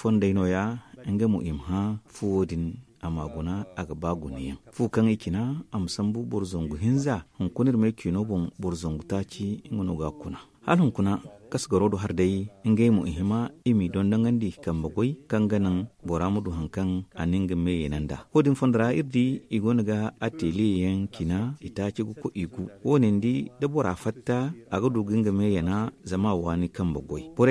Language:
Zarma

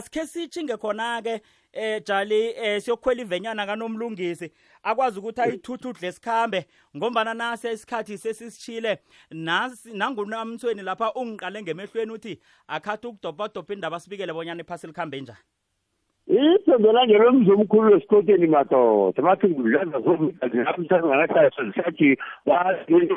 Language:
South Ndebele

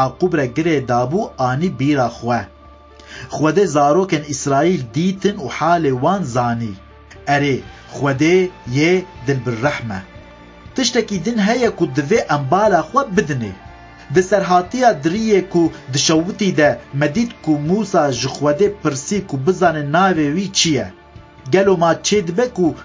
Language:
Kurdish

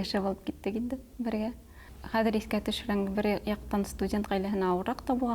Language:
Bashkir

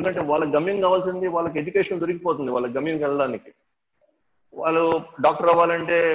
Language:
Telugu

